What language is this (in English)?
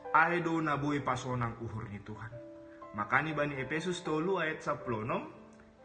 Batak Simalungun